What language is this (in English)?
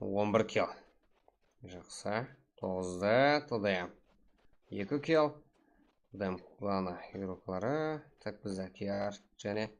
Kara-Kalpak